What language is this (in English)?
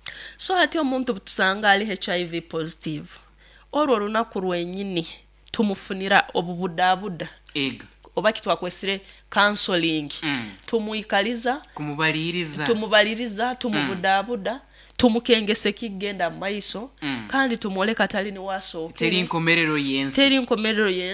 Nyoro